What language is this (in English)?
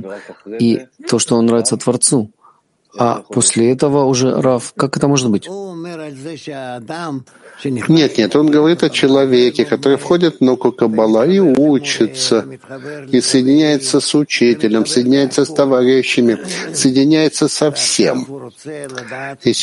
Russian